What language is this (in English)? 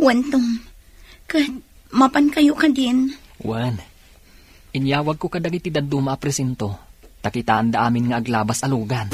Iloko